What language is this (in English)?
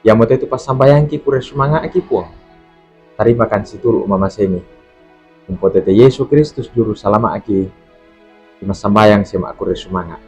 Toraja-Sa'dan